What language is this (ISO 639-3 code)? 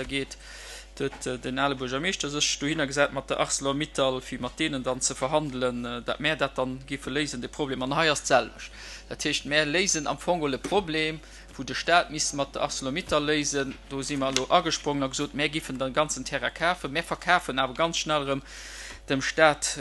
ltz